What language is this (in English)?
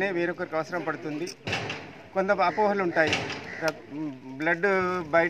Telugu